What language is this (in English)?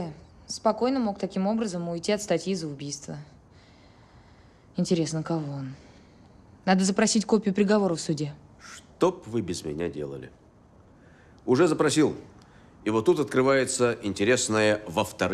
Russian